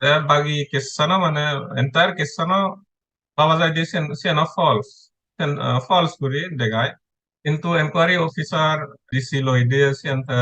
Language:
Chakma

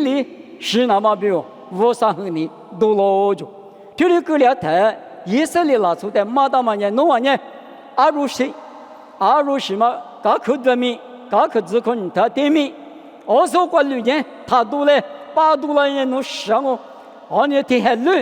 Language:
Lisu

